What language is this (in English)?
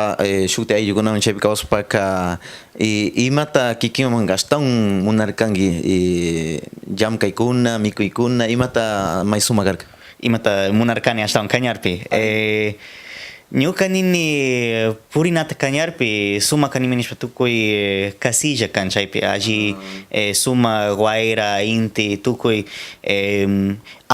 Cañar Highland Quichua